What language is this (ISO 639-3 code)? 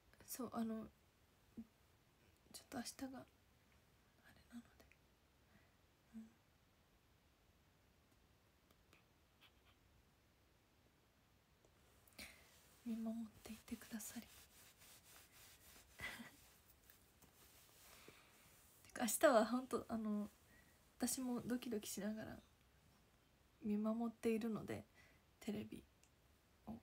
jpn